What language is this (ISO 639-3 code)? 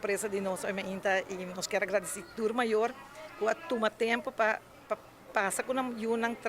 pap